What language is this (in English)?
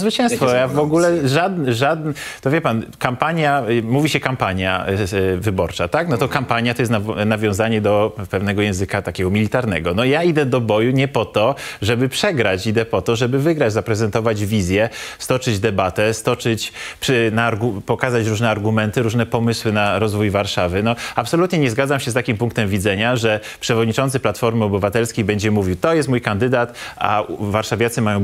Polish